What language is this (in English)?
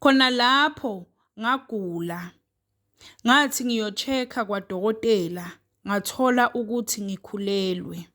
Zulu